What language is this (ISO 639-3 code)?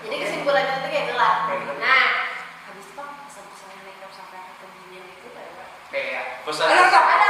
bjn